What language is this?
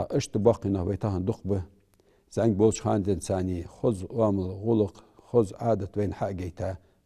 Ingush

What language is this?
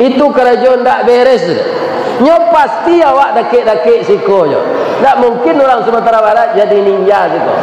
Minangkabau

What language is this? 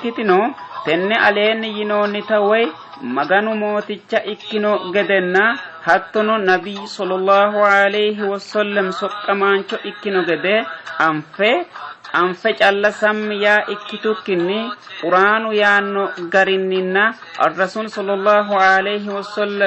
Sidamo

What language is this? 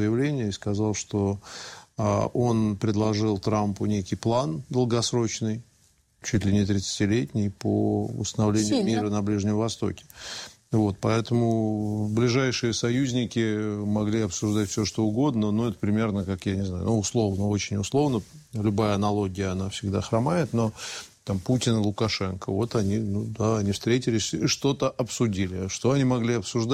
Russian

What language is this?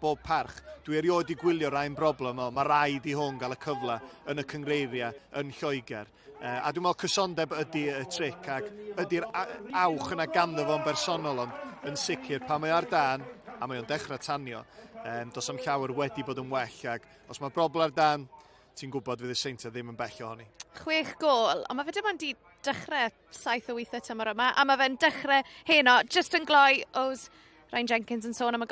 Welsh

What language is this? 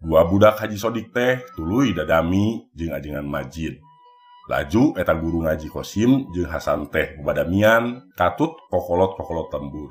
Sundanese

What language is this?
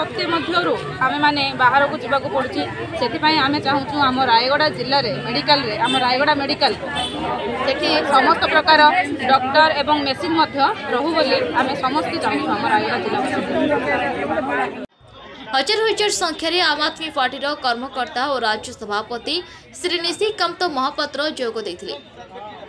Odia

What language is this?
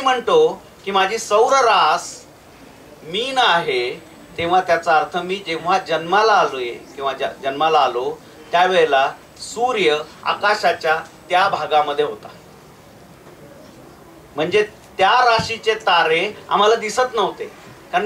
Marathi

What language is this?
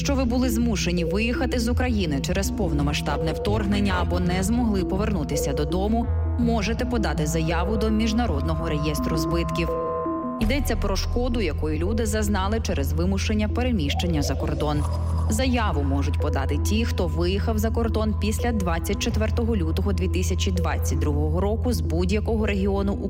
Ukrainian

